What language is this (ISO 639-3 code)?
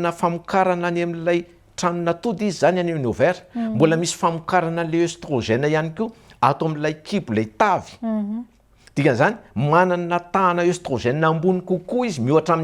mlg